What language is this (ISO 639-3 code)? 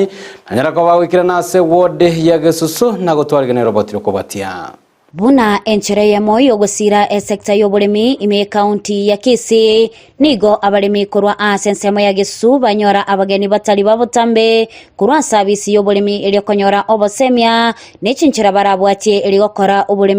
guz